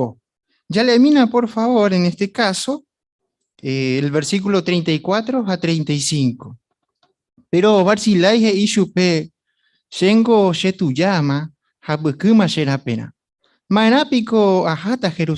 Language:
Guarani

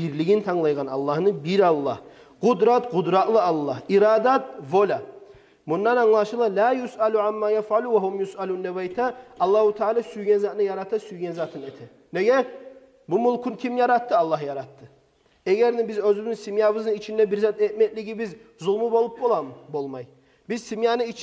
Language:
Kumyk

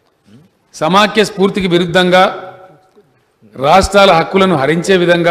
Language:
Telugu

